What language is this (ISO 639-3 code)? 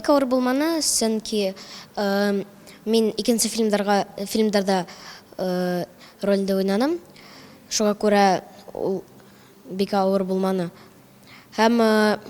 bak